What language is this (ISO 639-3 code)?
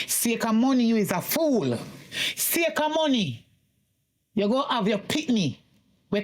jam